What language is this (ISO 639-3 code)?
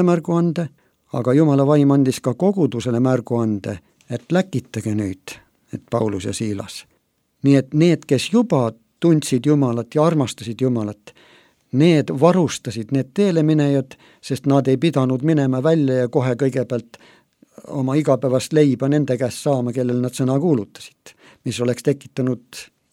est